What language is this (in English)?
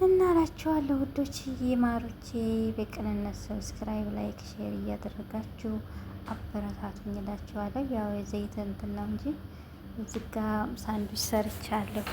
Amharic